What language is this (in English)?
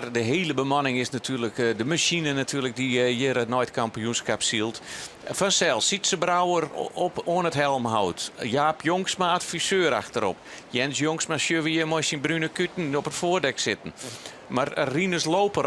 Western Frisian